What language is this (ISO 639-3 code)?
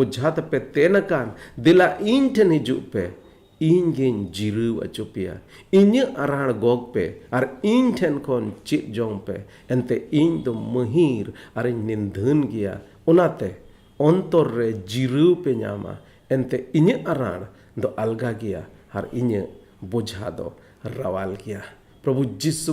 sat